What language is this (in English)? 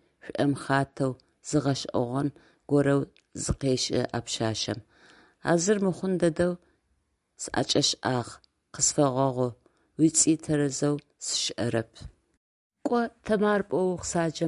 Adyghe